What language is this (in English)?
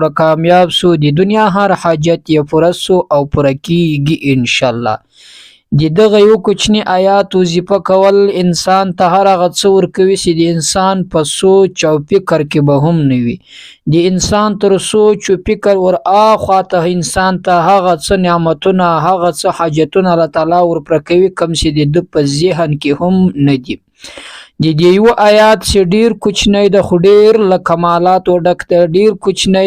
Pashto